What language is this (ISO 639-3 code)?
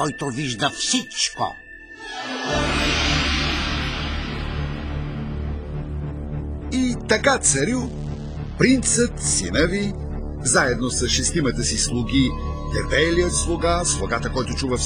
bul